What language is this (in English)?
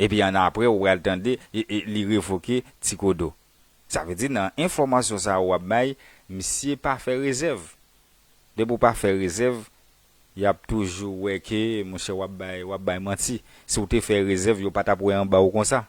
Haitian Creole